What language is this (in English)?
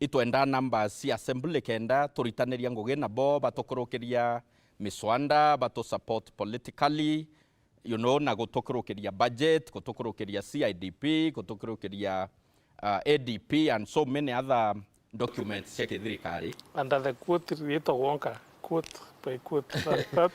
Meru